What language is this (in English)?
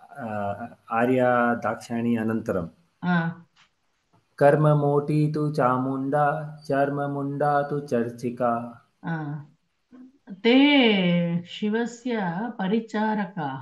Sanskrit